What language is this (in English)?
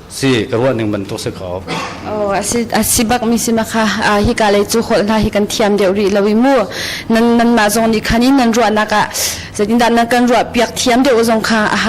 Hakha Chin